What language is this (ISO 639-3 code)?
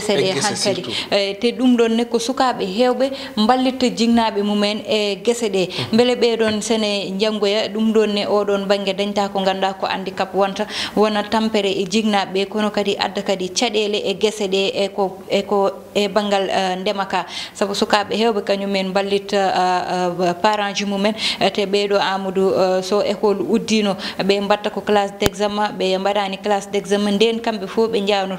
ful